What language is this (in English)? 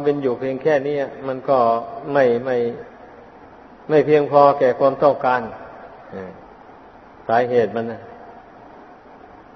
Thai